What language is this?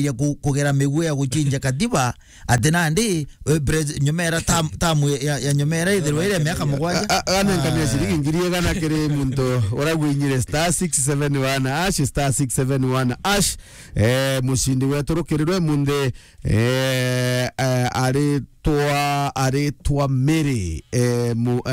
Meru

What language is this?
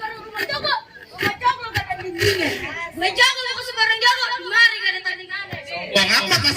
Betawi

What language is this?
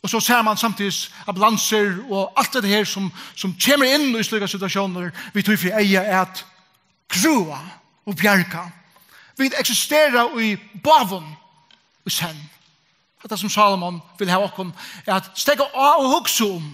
Faroese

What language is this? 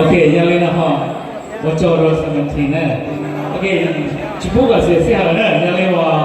Hmong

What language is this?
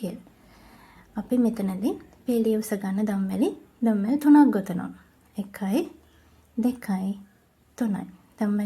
Sinhala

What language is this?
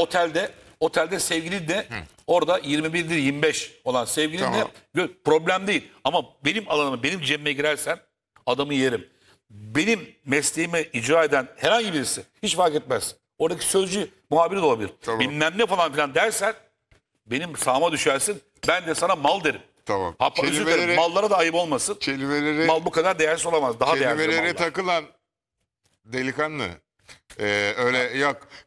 Turkish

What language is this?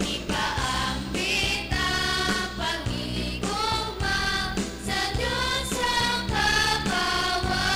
Hiligaynon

